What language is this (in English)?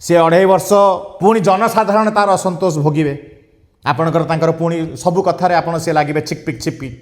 Odia